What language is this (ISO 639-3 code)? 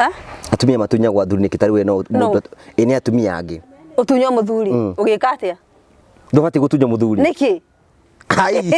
kik